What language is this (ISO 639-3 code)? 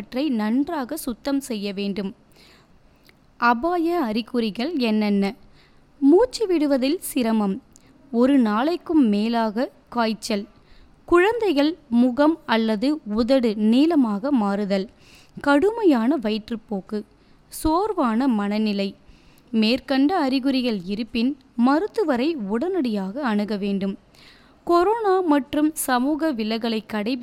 tam